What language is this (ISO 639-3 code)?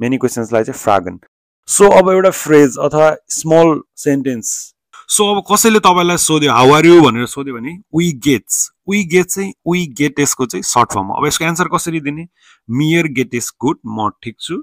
nep